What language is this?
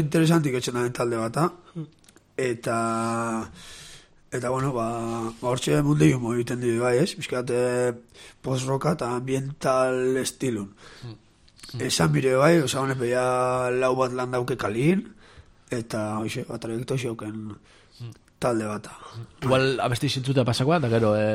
Basque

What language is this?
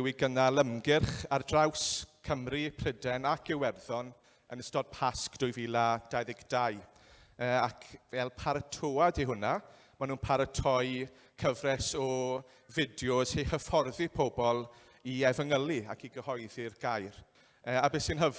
Welsh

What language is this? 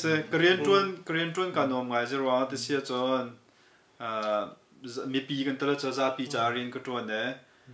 Hakha Chin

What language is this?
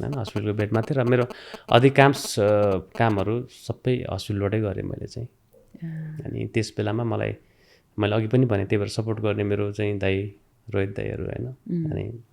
Nepali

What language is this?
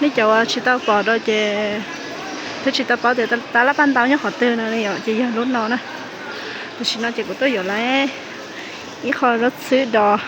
Hmong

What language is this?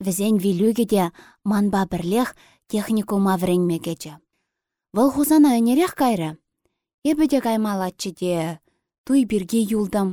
Chuvash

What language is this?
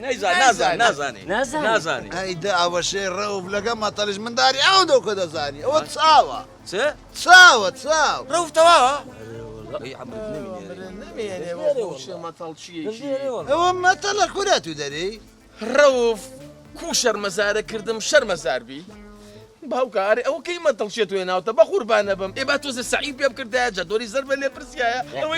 Central Kurdish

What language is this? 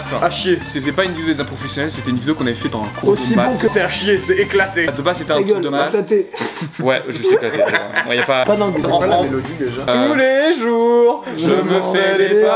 French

